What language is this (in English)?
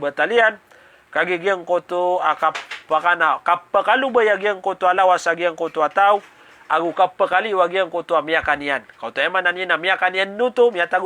Maranao